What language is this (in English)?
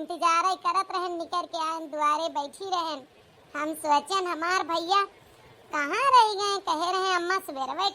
Awadhi